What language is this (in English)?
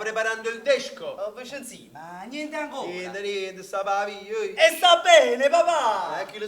Neapolitan